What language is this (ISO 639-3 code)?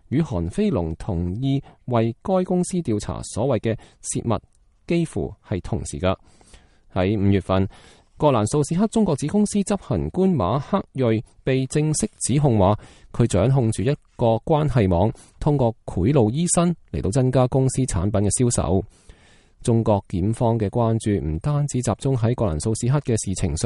yue